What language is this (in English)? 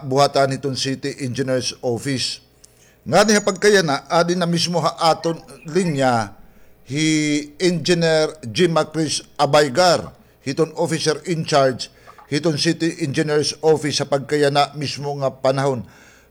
Waray